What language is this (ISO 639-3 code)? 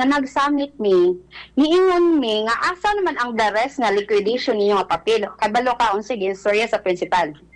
ceb